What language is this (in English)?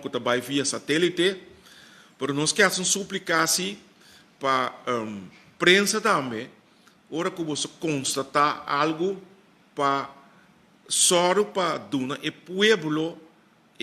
Papiamento